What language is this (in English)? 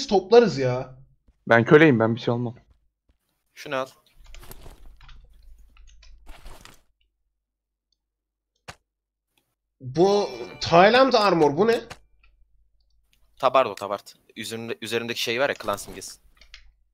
Turkish